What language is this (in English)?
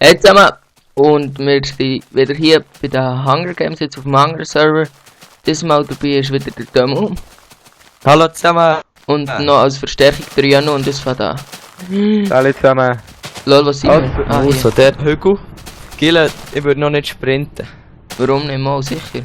Swiss German